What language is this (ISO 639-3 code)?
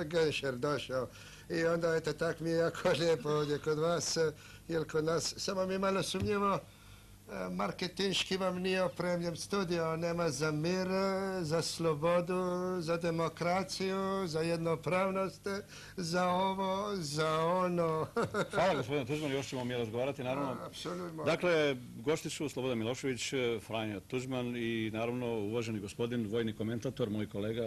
hrv